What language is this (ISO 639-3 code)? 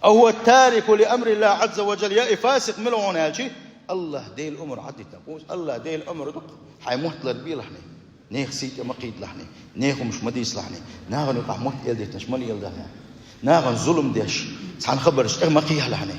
che